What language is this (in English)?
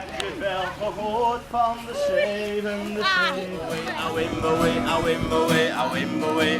Western Frisian